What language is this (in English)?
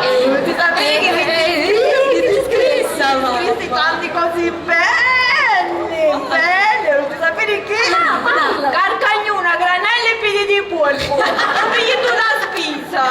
Sicilian